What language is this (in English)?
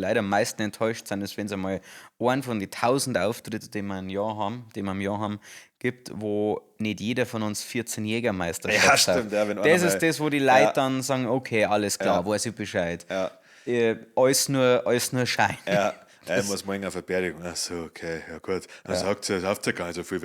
Bavarian